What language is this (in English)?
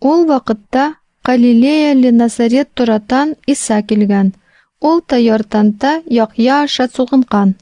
Tatar